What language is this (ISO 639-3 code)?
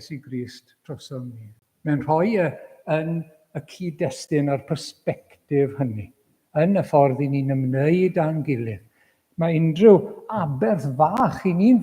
cym